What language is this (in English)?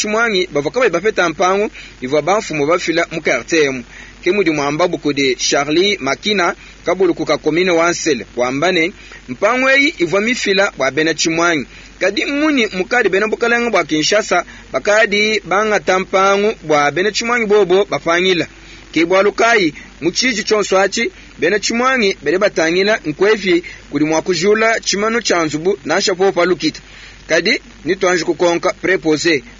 Luba-Lulua